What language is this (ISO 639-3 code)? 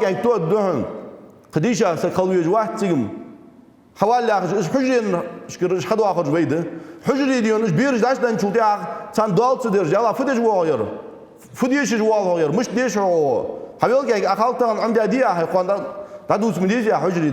inh